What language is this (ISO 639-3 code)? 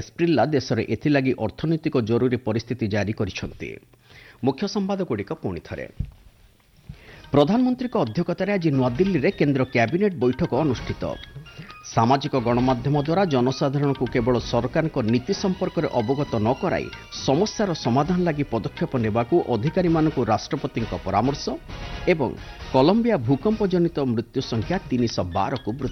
ori